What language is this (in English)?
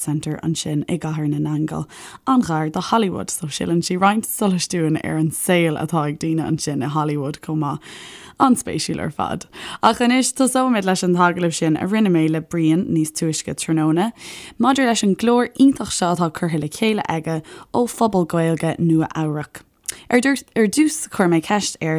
Irish